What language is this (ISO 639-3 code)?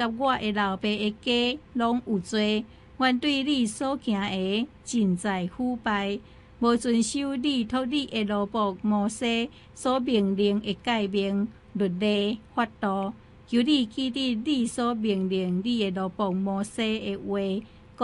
nan